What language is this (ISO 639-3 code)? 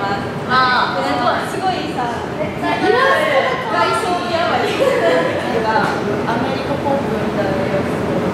jpn